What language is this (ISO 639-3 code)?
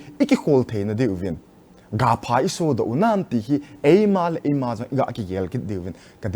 tcz